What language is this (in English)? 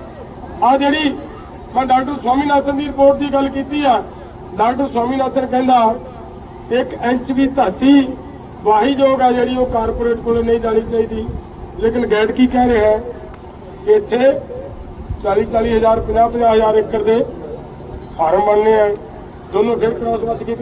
Punjabi